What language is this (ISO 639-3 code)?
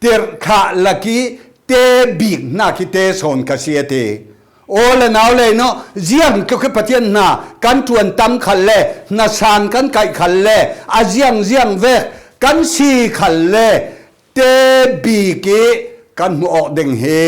cfm